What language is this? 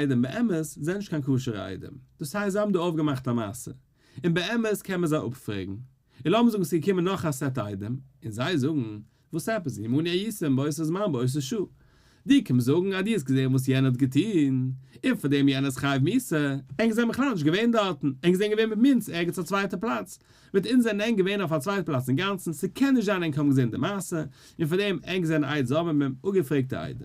Yiddish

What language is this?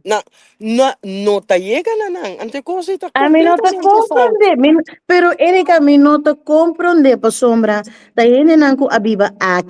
Papiamento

